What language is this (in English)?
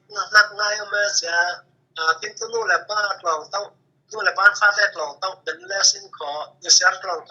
Falam Chin